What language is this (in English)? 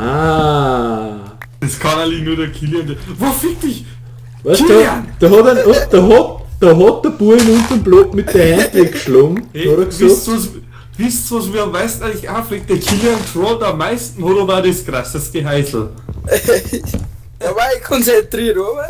Bavarian